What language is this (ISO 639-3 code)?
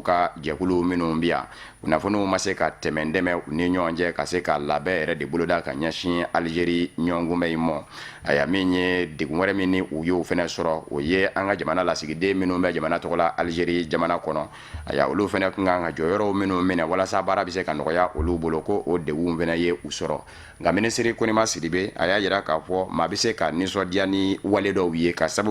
bam